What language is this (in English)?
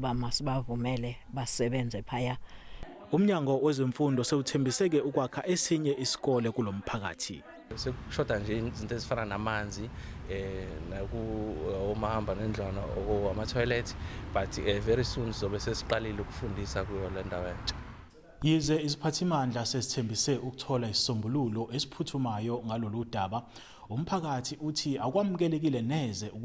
Zulu